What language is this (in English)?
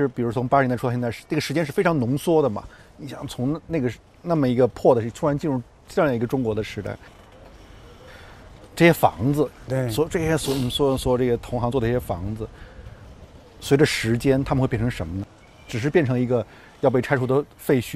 Chinese